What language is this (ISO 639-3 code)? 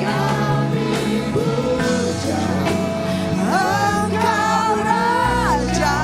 iba